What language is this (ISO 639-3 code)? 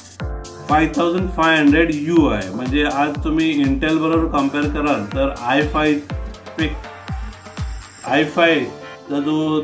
mar